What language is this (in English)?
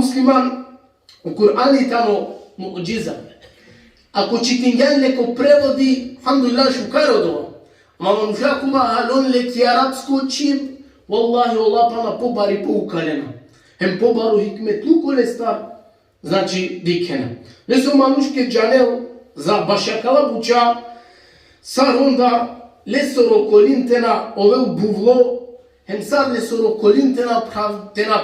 Balkan Romani